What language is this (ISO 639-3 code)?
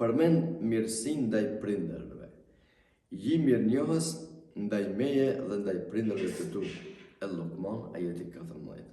sqi